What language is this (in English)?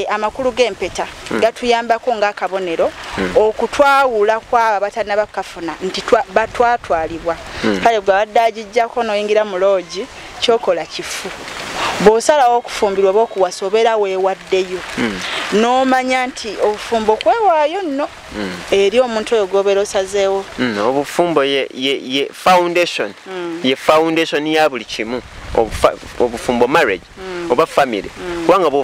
Ganda